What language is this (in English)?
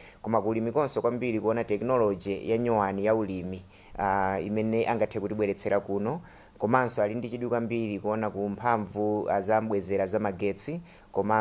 Nyanja